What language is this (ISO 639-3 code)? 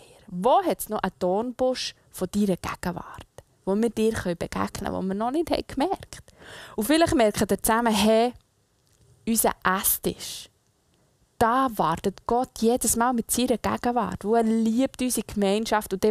gsw